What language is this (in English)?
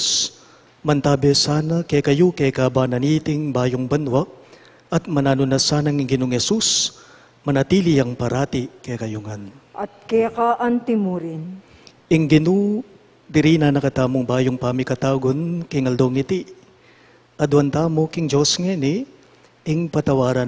Pampanga